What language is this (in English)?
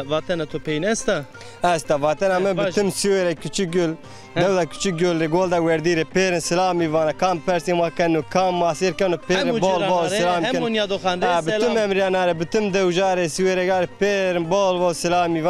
Zaza